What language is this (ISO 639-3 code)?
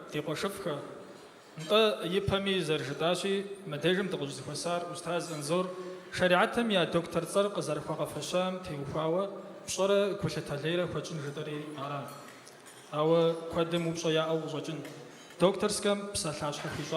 kbd